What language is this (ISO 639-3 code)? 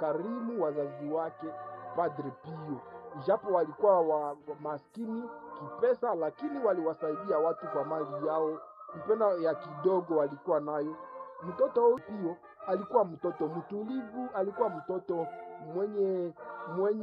swa